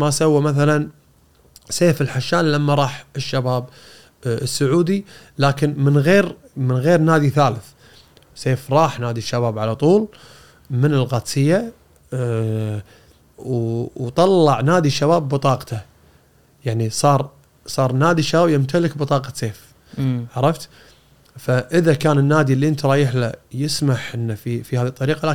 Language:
Gulf Arabic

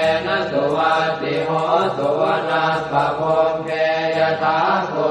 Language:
Pali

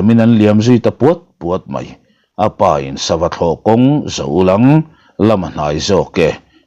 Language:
Mizo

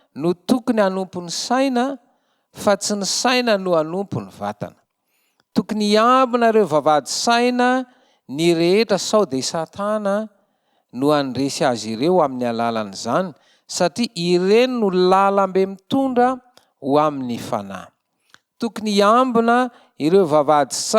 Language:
Malagasy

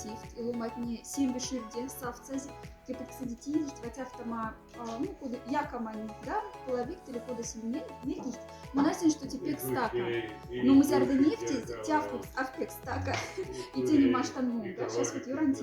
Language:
Moksha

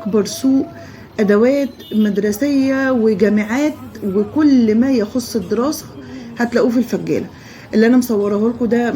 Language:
Egyptian Arabic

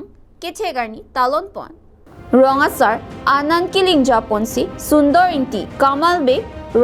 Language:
Karbi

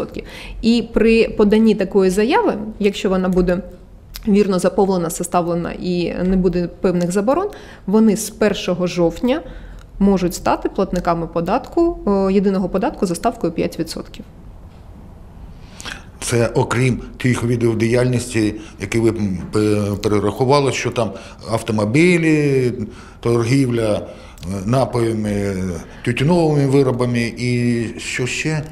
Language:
Ukrainian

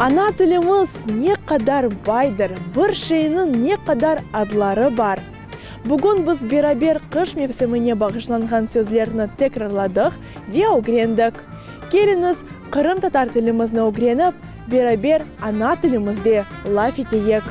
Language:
Crimean Tatar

